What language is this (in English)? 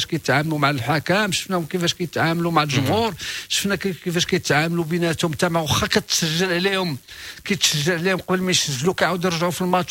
Moroccan Arabic